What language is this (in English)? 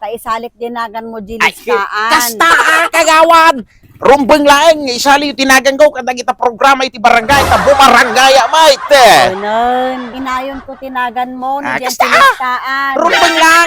Iloko